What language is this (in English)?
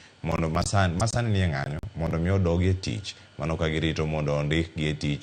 Luo (Kenya and Tanzania)